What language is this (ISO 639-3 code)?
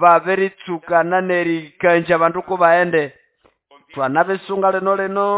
nnb